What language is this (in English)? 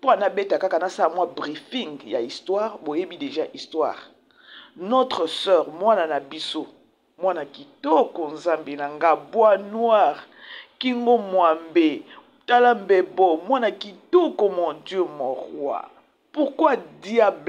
Lingala